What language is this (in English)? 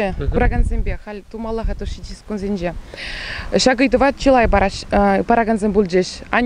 Chuvash